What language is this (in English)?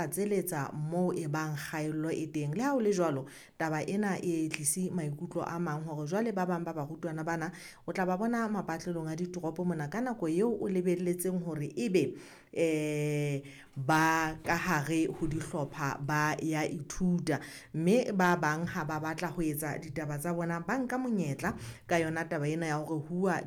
Southern Sotho